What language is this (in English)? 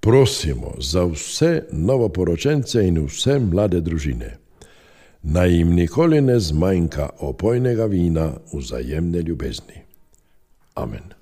Slovenian